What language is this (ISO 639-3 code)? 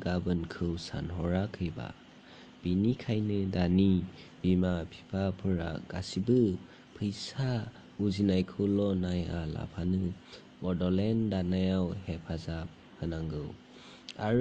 brx